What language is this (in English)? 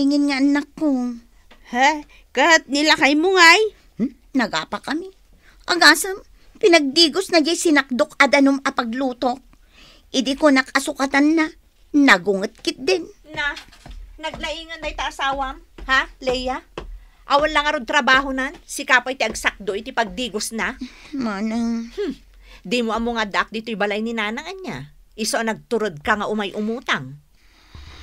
Iloko